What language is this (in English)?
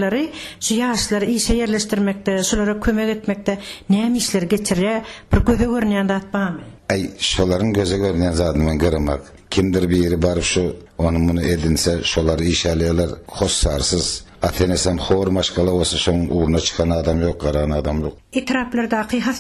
Turkmen